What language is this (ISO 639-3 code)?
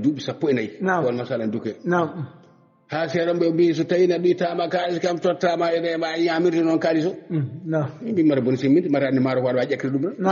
ful